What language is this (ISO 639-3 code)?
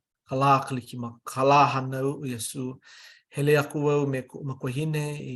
haw